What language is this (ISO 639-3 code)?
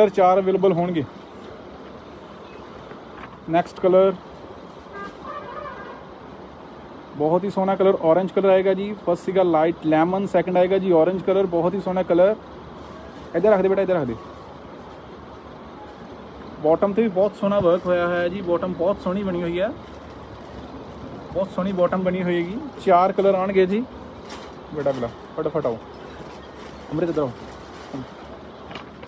pan